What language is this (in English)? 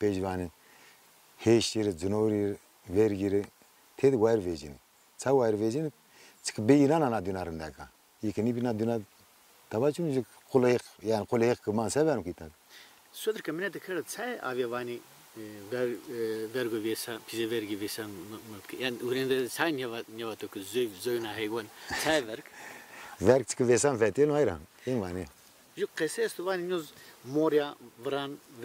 Zaza